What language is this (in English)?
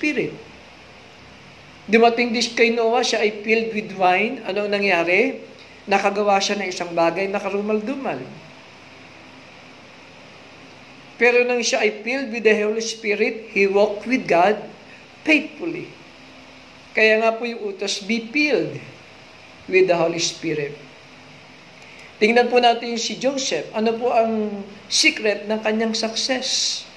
Filipino